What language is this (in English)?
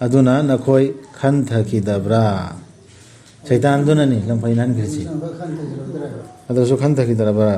Manipuri